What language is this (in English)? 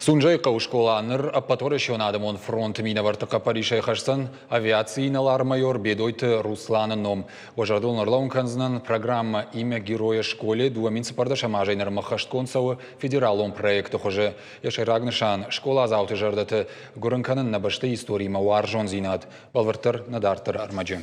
Ossetic